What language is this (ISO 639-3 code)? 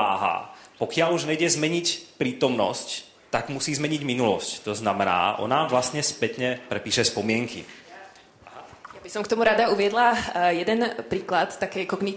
slk